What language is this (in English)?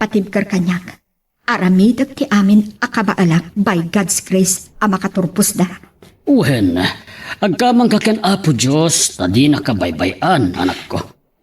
Iloko